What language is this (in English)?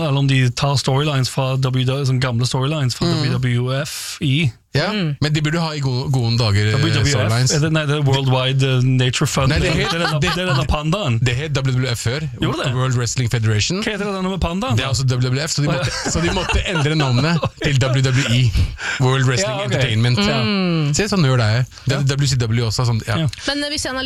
Norwegian